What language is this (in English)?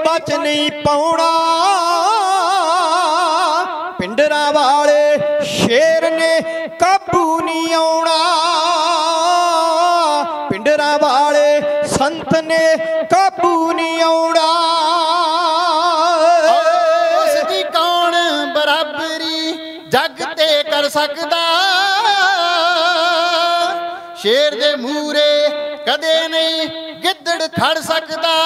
Punjabi